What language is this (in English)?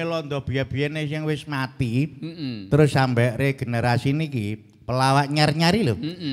Javanese